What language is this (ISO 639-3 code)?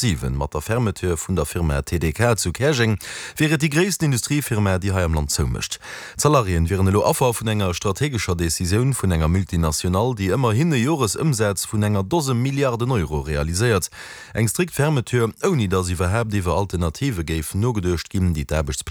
ltz